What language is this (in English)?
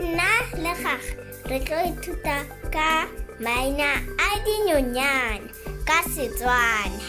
Tswana